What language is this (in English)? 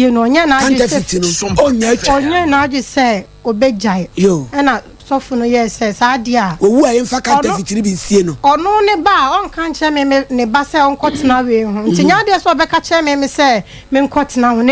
Akan